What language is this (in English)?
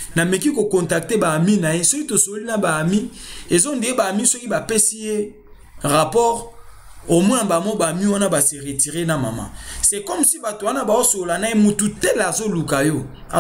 Lingala